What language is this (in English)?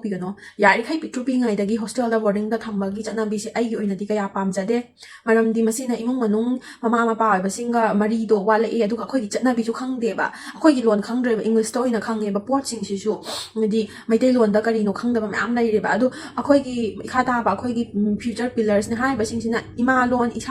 Manipuri